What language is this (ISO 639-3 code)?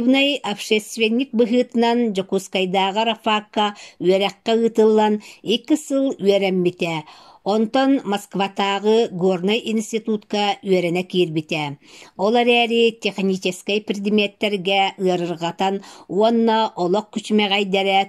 sah